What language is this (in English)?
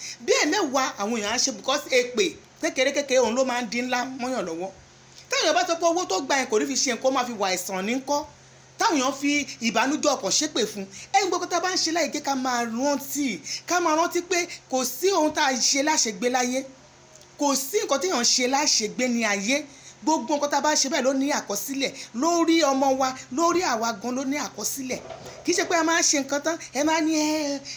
Yoruba